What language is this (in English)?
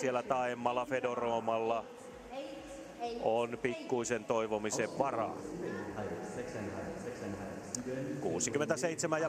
Finnish